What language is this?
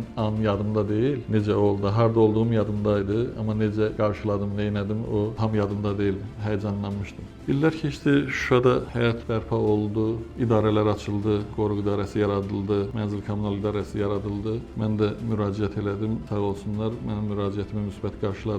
Azerbaijani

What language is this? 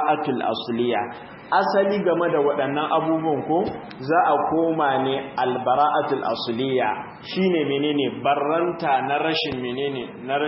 Hausa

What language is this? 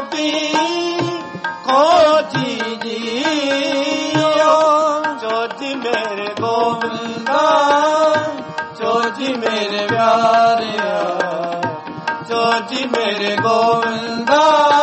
Punjabi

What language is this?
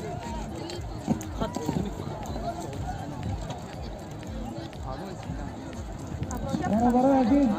Persian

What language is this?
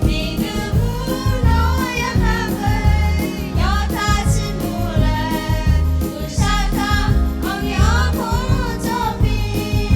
Lahu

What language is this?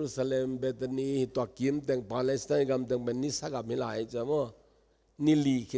Tedim Chin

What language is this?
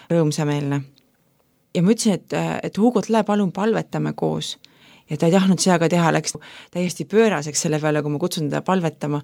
Estonian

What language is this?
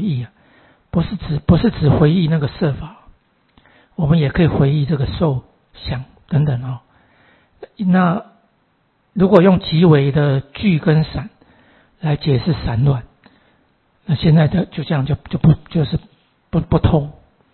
Chinese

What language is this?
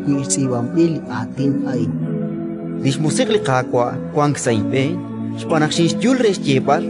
Kekchí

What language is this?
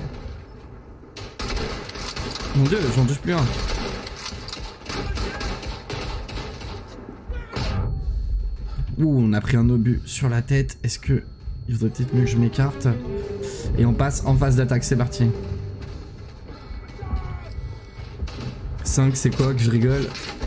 French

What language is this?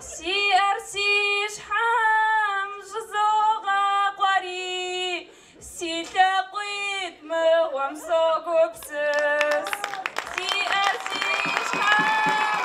Kabardian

